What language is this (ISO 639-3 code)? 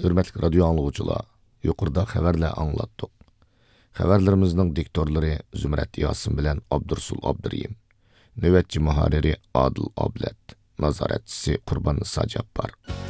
uig